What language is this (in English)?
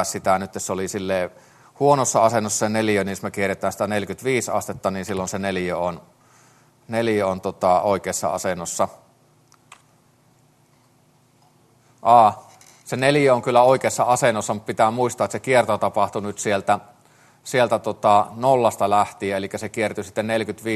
Finnish